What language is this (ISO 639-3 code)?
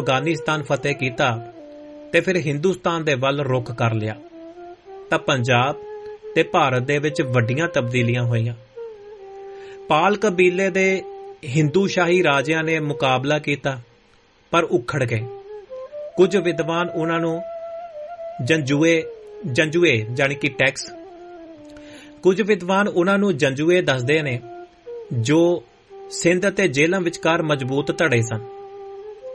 pan